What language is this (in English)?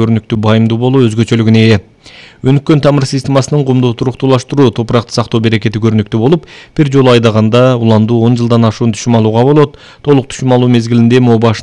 Kyrgyz